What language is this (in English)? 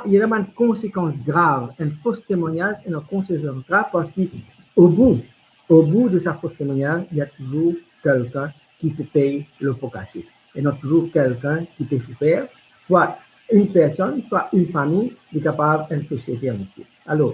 Morisyen